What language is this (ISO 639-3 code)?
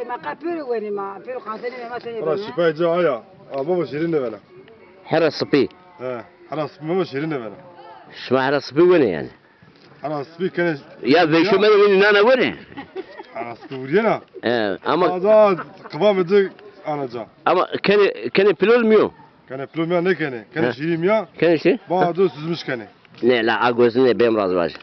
zza